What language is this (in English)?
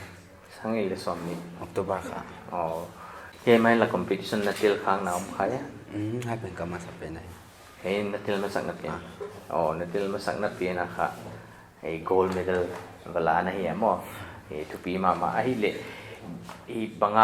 Paite Chin